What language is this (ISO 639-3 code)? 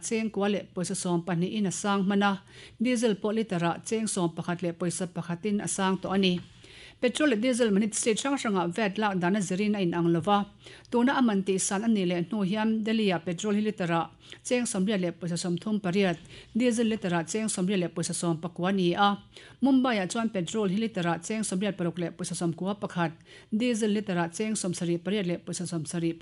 lus